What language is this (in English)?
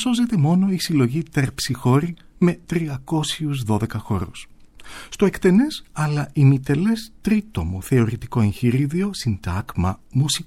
Greek